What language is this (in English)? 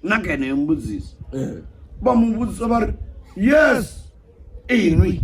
Venda